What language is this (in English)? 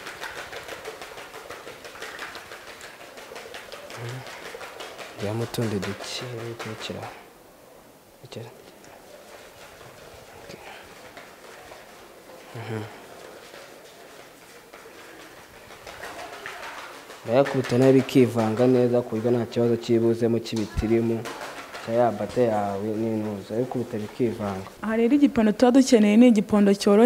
Kinyarwanda